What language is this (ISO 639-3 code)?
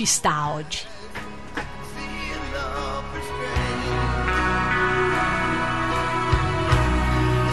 ita